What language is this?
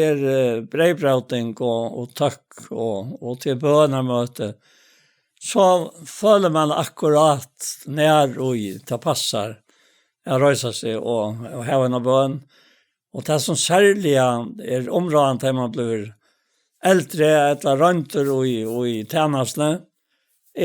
Faroese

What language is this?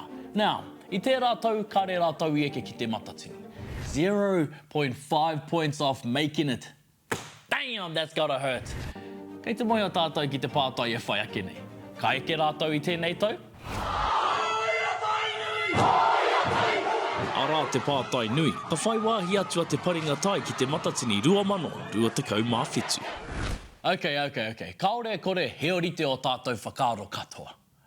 Māori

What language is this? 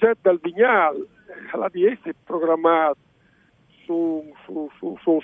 Friulian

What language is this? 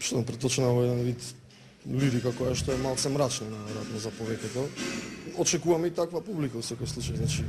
Macedonian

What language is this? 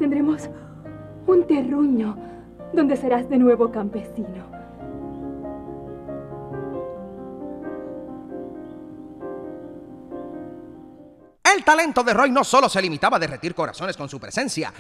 Spanish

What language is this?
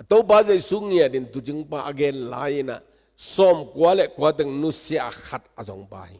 Tedim Chin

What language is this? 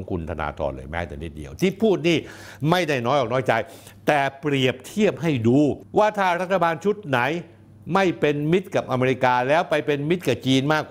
Thai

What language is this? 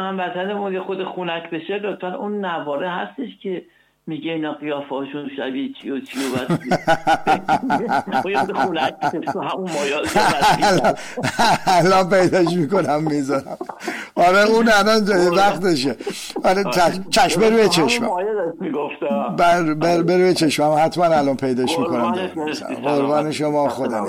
Persian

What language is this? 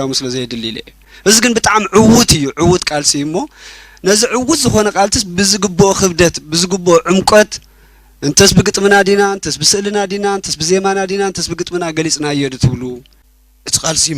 Tigrinya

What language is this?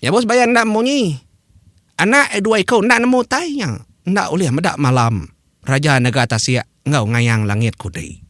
Iban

